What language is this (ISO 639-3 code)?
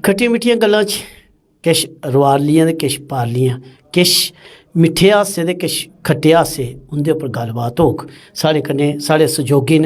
doi